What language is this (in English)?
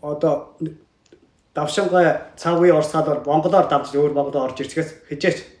Mongolian